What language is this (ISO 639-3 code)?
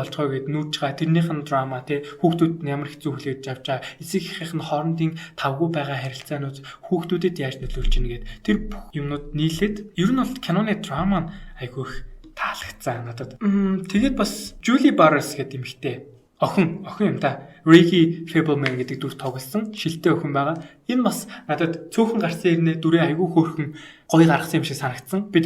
mon